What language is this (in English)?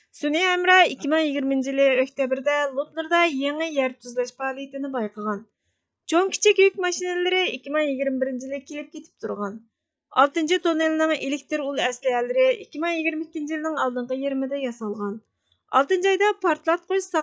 Uyghur